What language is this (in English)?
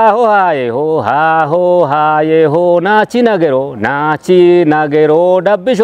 Kafa